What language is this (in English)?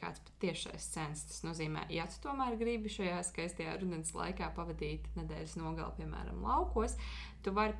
Latvian